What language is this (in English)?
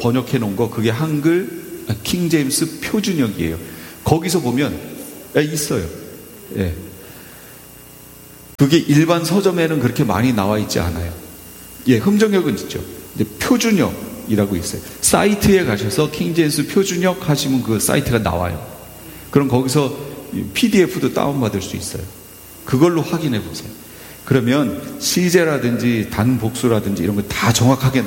Korean